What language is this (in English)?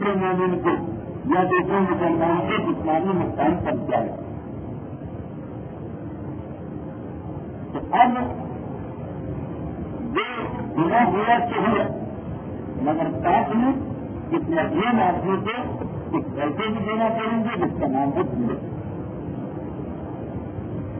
Urdu